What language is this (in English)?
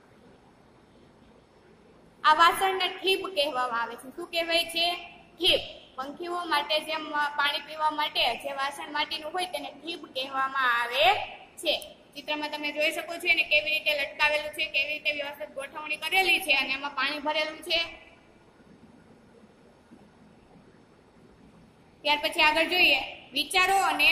Gujarati